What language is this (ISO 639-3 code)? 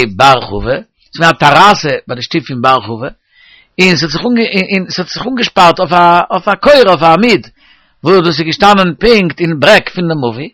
yid